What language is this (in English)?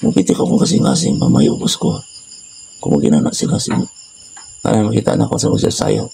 Cebuano